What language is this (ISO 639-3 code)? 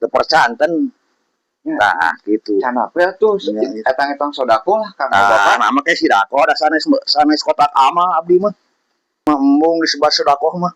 sun